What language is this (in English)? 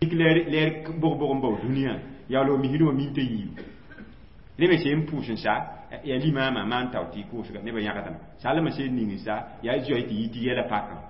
Mossi